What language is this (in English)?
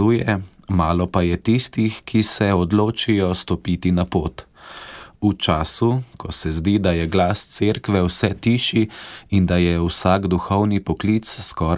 Slovenian